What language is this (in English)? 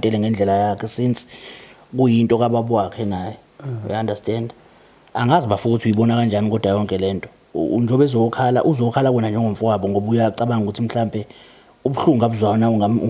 Zulu